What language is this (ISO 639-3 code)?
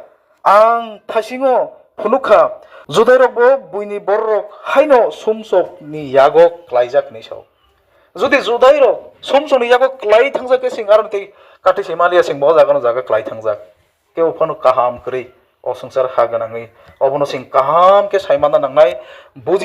trp